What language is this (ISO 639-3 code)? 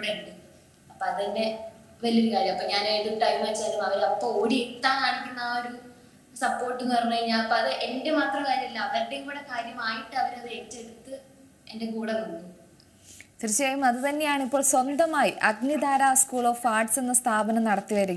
mal